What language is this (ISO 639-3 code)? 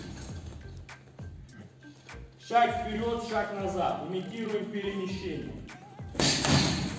rus